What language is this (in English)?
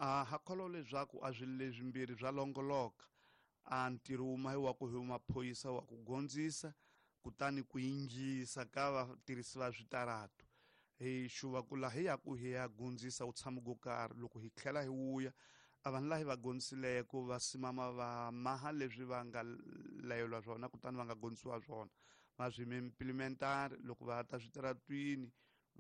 Tsonga